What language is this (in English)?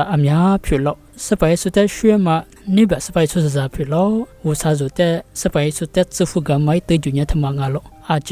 Lisu